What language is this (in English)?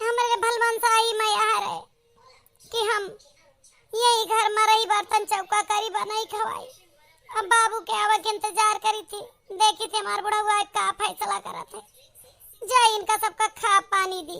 Awadhi